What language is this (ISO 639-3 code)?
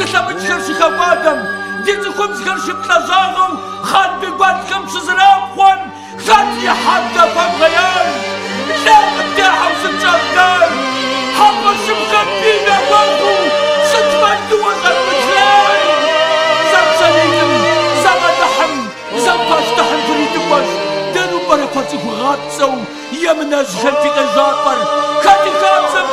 kbd